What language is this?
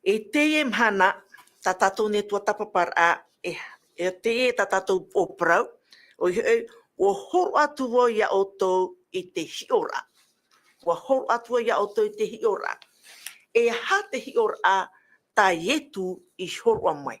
Tahitian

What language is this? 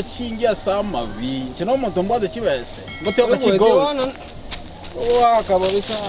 Gusii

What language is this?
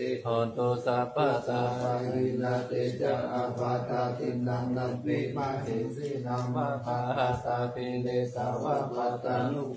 Pali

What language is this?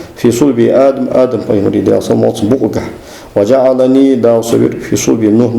Ingush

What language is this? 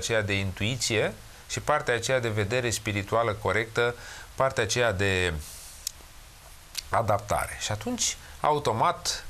Romanian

